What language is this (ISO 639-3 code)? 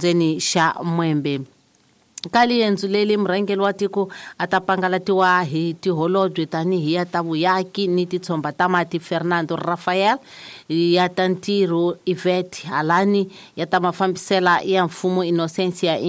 tso